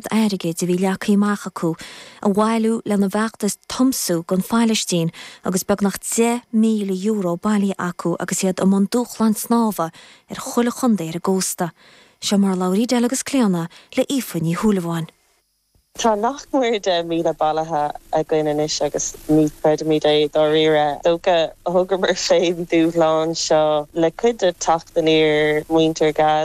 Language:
Irish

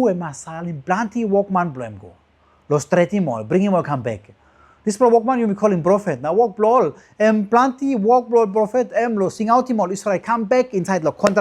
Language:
Tok Pisin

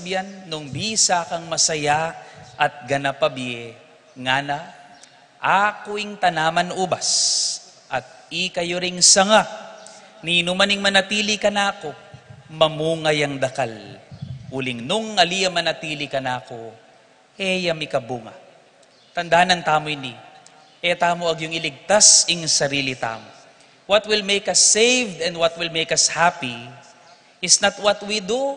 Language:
Pampanga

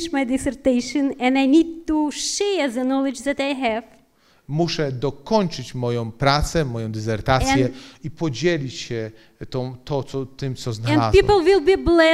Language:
Polish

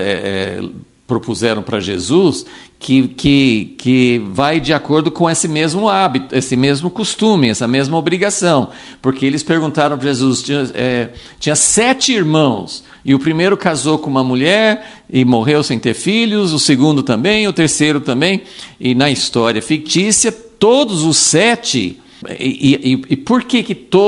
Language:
Portuguese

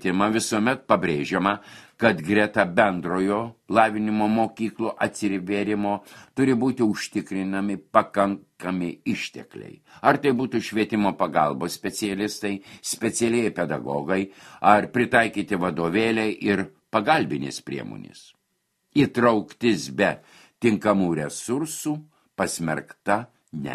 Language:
Lithuanian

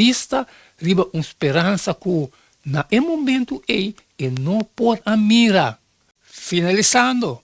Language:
Papiamento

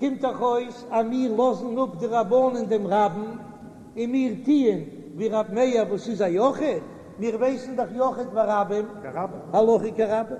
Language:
Yiddish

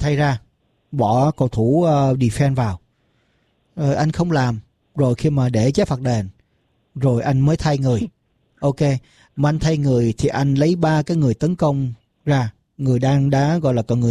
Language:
Vietnamese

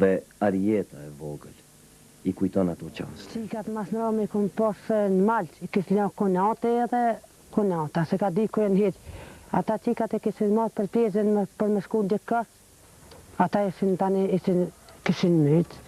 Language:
Albanian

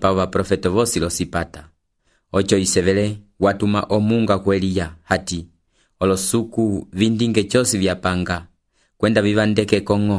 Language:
Umbundu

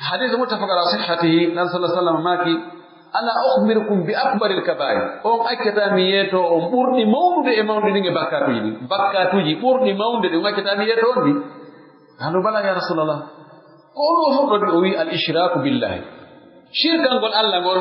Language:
Pular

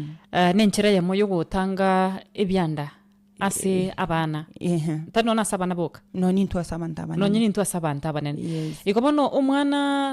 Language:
Gusii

